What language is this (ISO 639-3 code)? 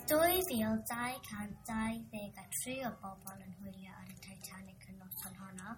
cym